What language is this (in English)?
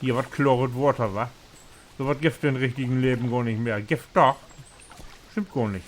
Low German